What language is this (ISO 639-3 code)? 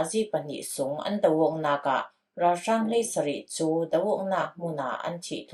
cfm